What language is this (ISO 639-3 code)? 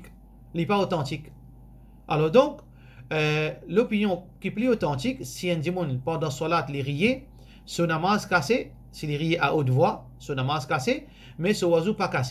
mfe